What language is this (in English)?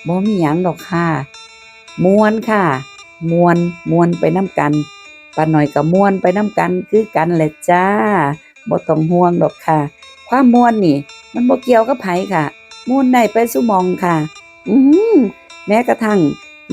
Northeastern Thai